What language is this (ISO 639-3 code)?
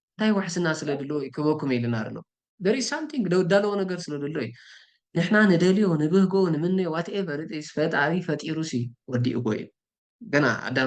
tir